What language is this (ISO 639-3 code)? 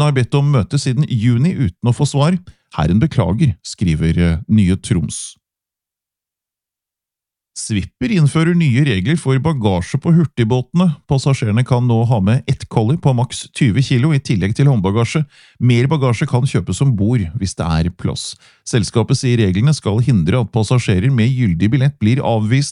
nor